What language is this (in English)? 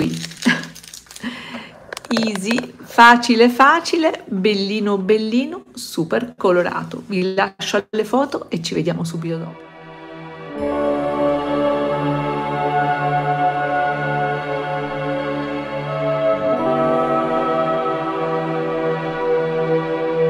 Italian